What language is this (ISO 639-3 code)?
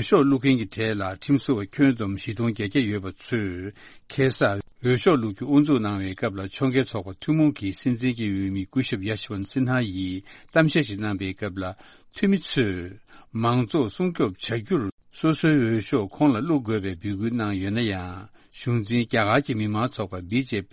bod